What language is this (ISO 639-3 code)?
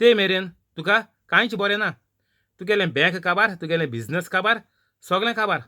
kok